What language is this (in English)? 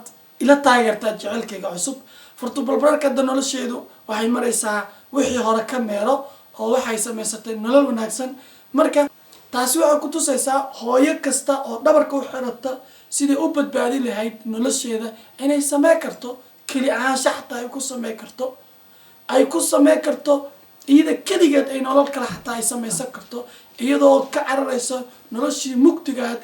Somali